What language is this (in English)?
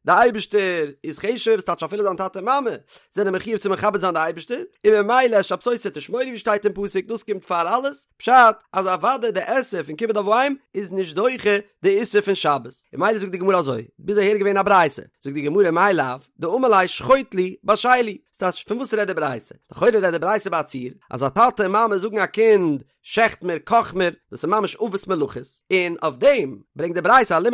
Yiddish